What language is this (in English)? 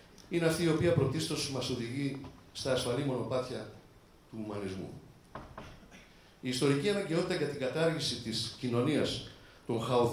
Greek